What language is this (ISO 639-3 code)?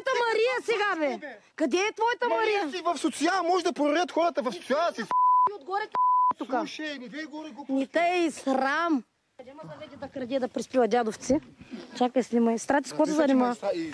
bul